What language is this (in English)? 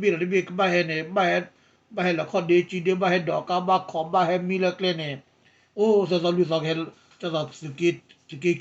S'gaw Karen